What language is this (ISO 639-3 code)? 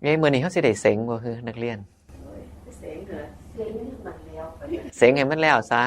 tts